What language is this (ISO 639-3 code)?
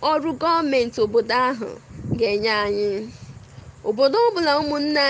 ibo